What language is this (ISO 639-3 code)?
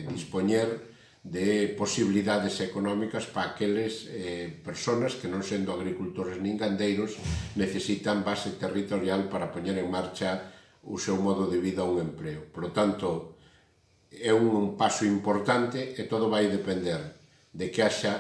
glg